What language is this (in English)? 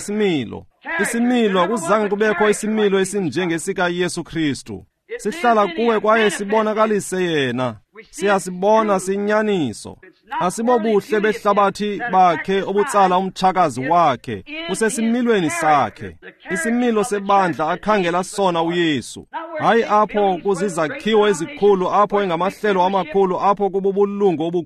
Xhosa